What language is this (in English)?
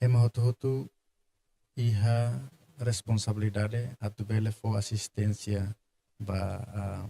Tetum